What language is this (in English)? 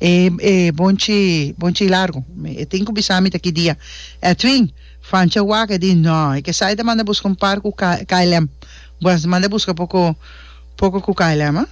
Papiamento